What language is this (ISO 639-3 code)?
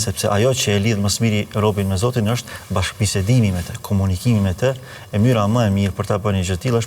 sqi